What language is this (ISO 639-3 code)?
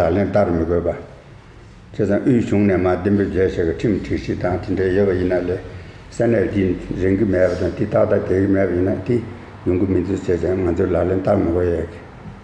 bod